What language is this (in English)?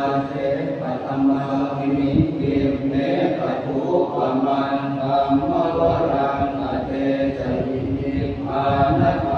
Pali